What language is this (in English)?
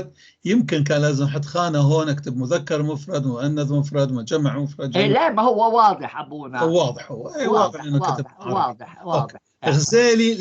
North Levantine Arabic